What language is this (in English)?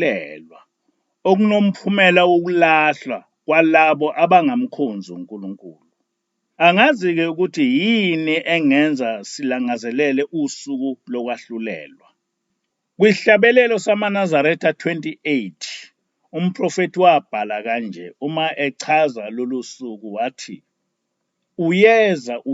Zulu